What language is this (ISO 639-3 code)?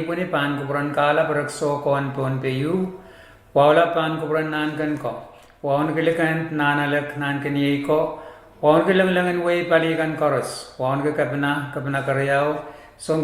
pon